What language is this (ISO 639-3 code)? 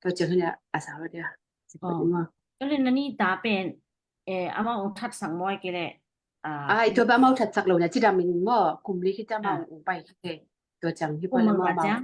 ctd